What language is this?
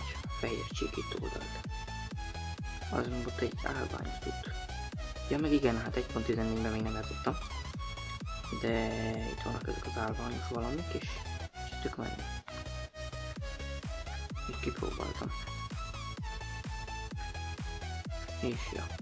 Hungarian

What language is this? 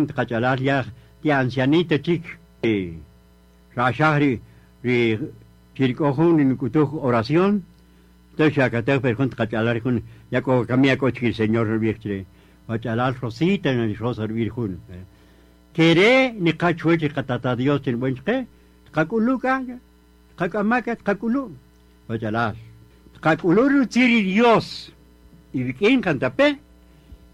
Kaqchikel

